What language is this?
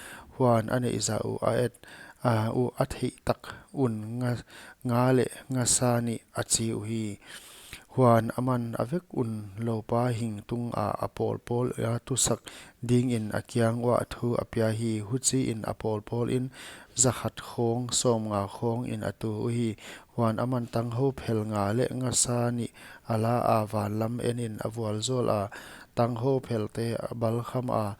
Paite Chin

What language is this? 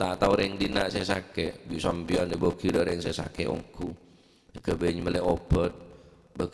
Madurese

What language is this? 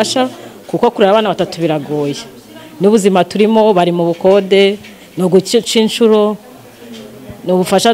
Kinyarwanda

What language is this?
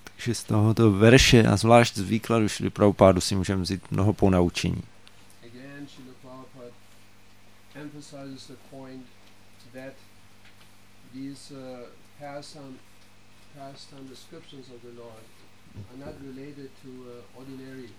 Czech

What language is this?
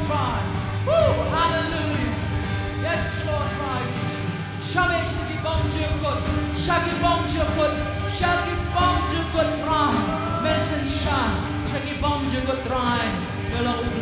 Khasi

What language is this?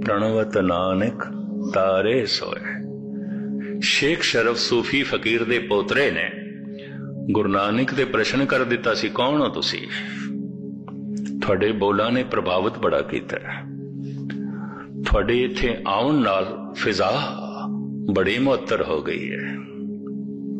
Punjabi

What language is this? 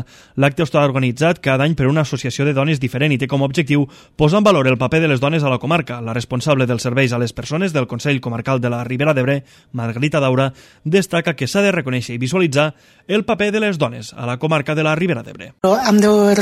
Catalan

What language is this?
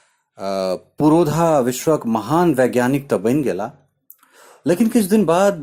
Maithili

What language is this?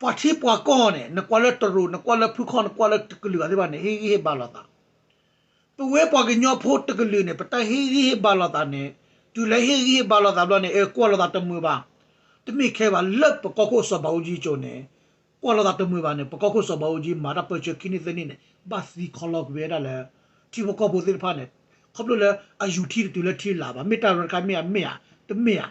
S'gaw Karen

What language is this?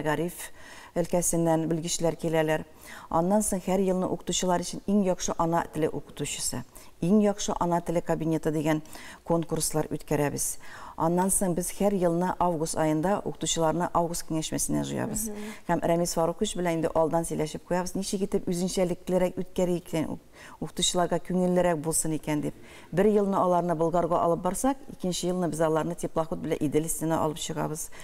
Tatar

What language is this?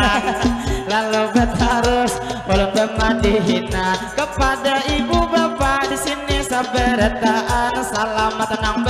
Banjar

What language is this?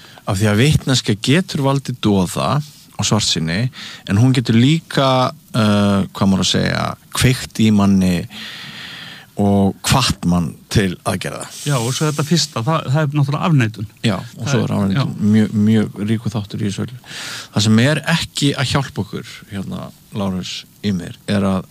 Icelandic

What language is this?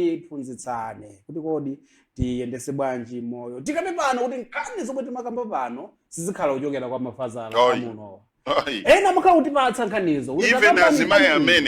Nyanja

